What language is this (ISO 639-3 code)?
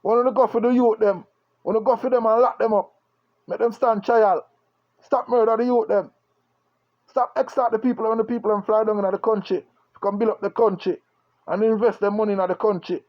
jam